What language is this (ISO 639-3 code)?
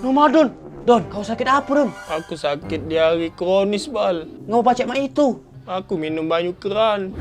mui